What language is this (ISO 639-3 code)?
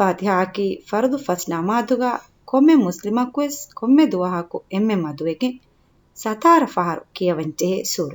div